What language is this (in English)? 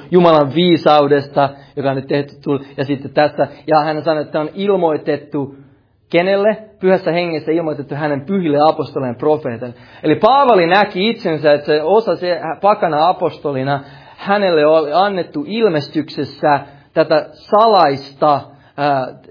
Finnish